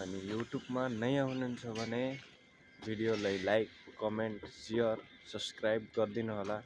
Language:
Nepali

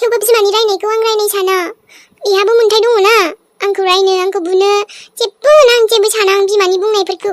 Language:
Bodo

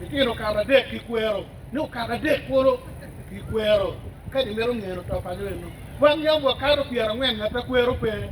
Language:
Acoli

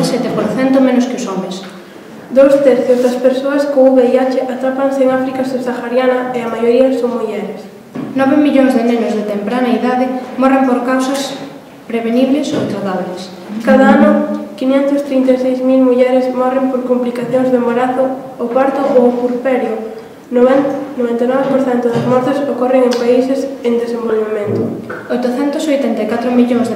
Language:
Galician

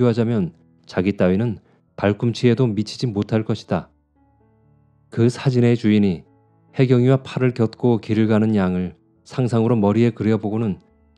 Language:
Korean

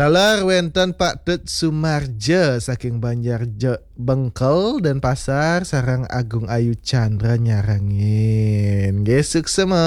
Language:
Balinese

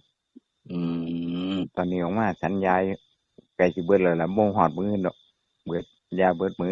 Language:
Northeastern Thai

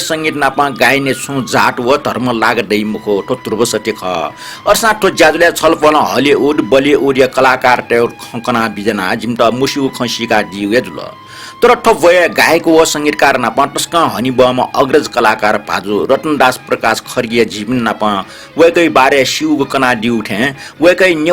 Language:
Newari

